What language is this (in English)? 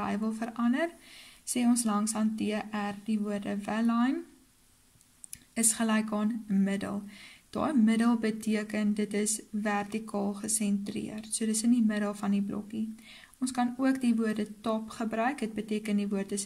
Afrikaans